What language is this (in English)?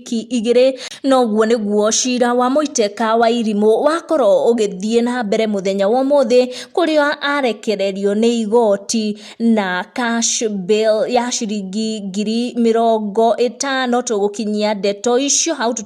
Kikuyu